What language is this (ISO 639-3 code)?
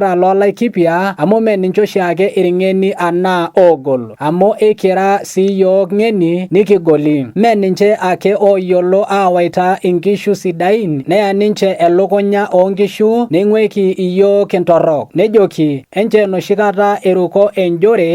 mas